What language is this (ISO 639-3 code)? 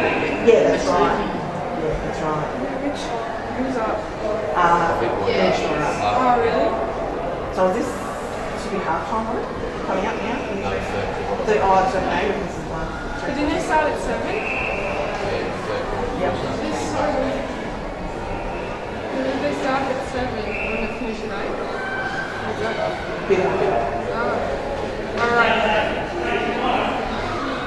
eng